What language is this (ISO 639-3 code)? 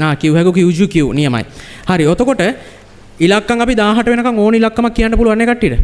sin